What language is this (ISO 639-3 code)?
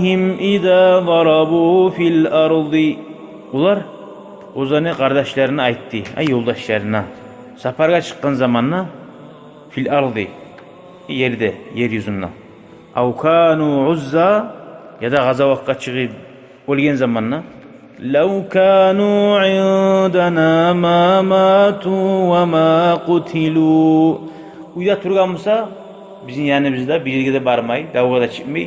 kum